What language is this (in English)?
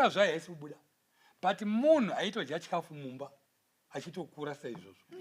Shona